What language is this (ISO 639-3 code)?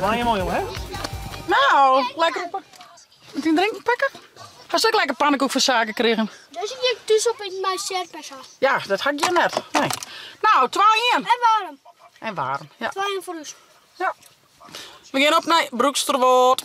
fry